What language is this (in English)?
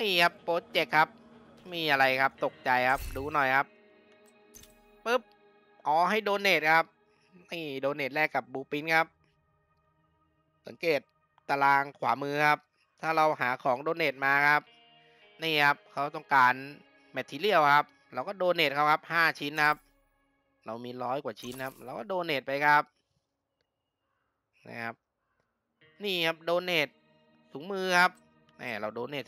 Thai